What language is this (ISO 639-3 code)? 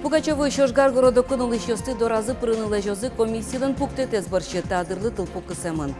udm